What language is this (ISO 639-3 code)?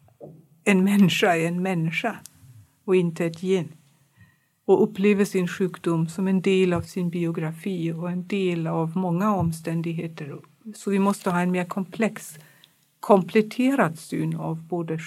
swe